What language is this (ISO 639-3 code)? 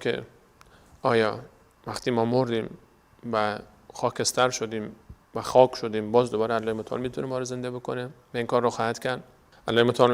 fas